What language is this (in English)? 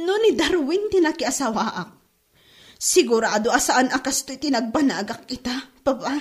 Iloko